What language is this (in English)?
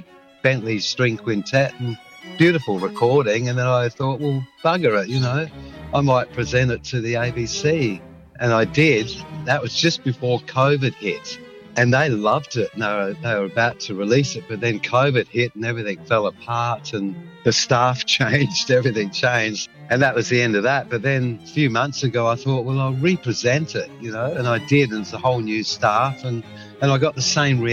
English